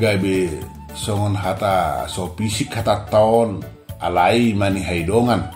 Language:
Batak Toba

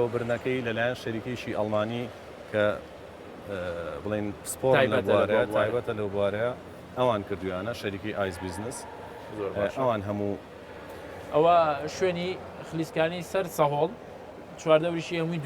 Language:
Central Kurdish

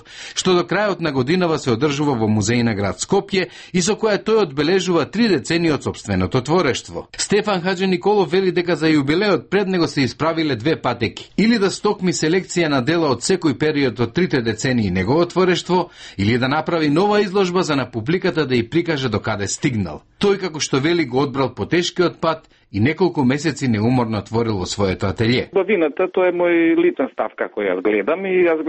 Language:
Macedonian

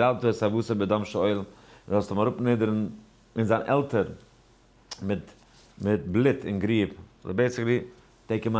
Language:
Yiddish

